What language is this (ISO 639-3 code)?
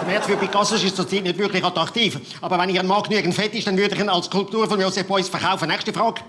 gsw